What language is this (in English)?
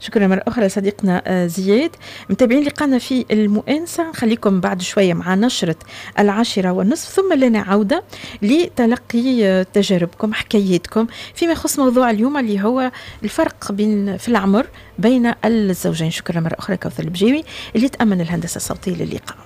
Tunisian Arabic